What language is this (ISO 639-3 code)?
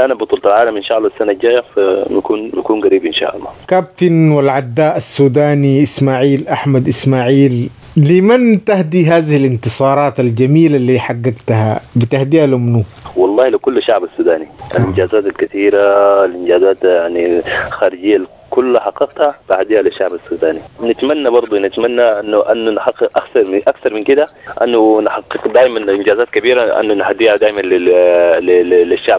apd